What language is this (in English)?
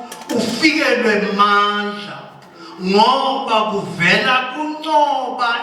Zulu